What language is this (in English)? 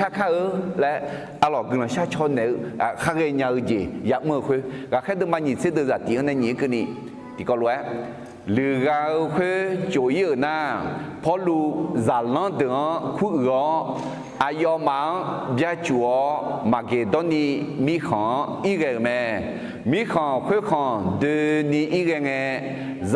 Akha